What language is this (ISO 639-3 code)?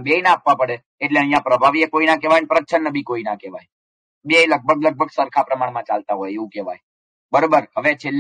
guj